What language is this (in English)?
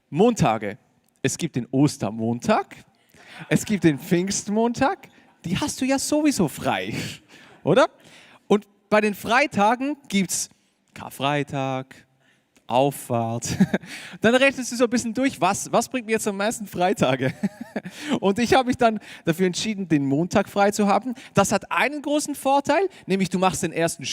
Swiss German